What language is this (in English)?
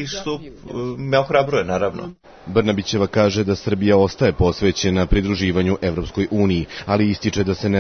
Serbian